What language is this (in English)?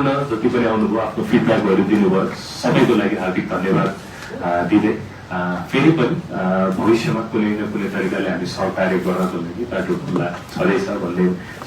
Nepali